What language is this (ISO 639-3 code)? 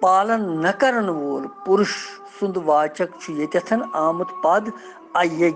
kas